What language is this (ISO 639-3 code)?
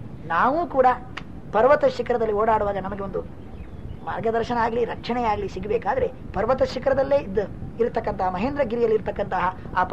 kan